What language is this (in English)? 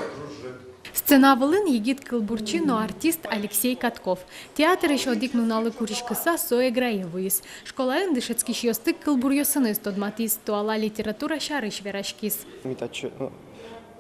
Udmurt